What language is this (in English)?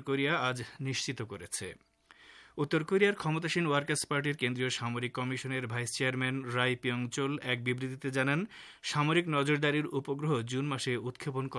Bangla